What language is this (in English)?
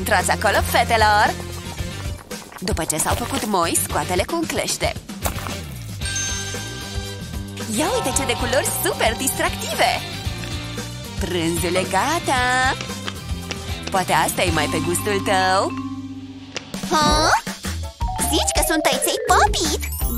Romanian